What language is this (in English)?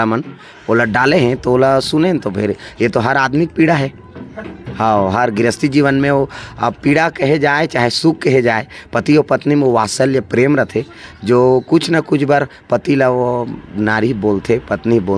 Chhattisgarhi